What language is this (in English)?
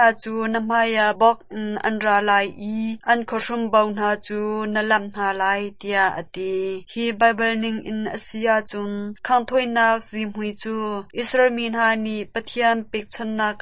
Hakha Chin